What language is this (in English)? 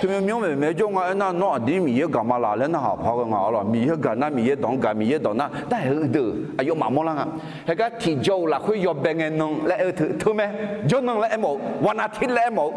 Akha